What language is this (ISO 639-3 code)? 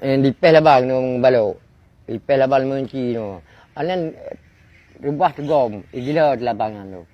ace